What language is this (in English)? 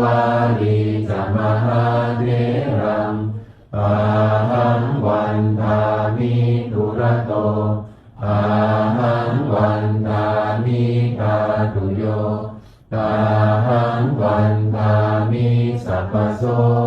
Pali